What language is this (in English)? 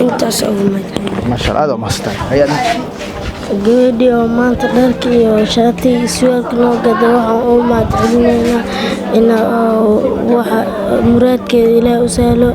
Somali